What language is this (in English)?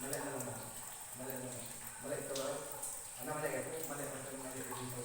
Iban